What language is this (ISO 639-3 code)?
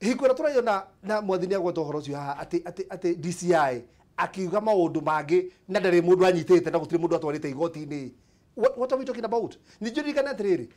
kik